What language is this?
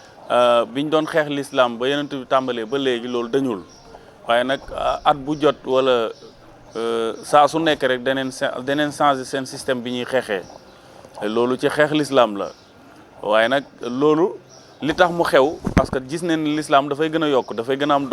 Wolof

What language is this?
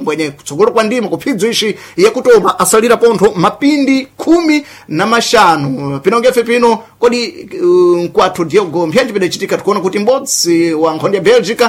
Sena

